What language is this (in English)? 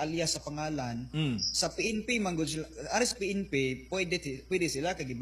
Cebuano